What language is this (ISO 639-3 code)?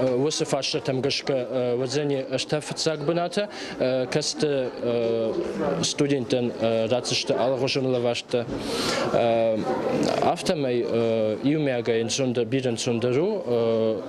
oss